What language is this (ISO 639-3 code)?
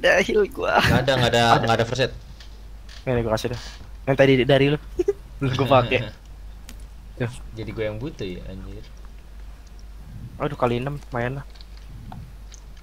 ind